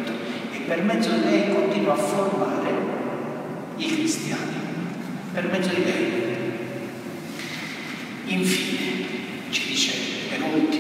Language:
Italian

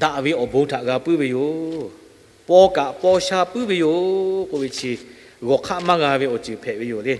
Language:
Lahu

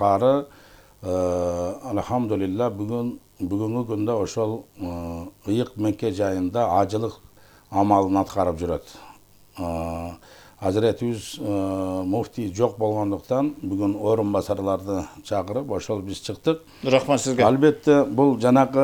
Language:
Kyrgyz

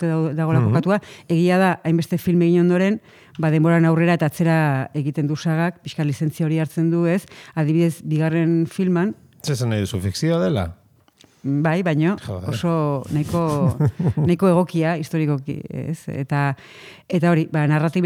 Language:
Basque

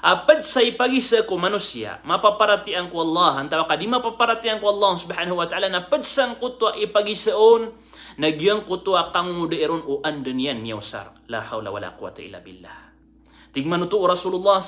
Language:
Maranao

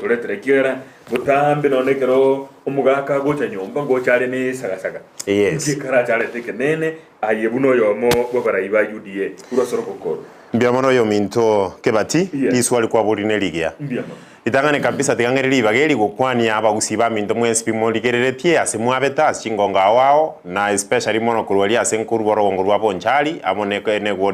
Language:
Gusii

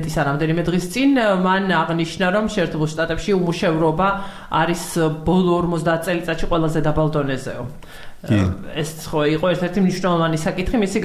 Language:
Georgian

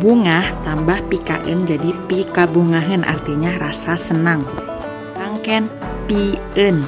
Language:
Sundanese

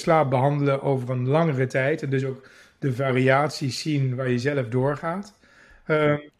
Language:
Dutch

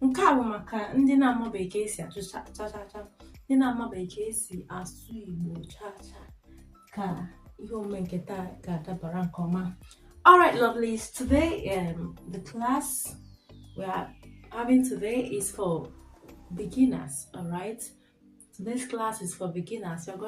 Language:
Igbo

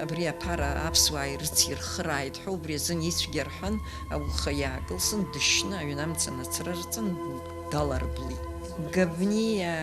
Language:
Abkhazian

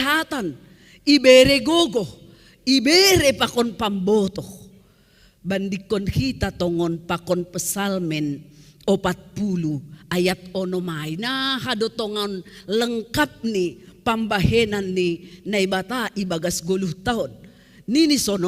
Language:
Batak Simalungun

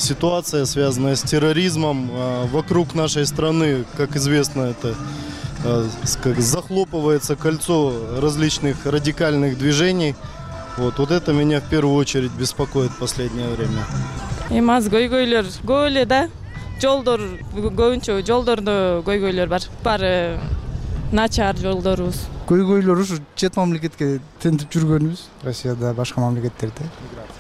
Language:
Kyrgyz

